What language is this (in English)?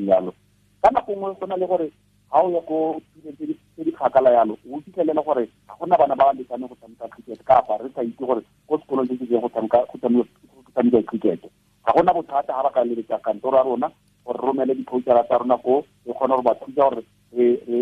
Tswana